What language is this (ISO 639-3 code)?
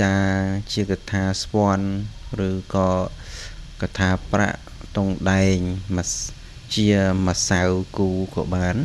khm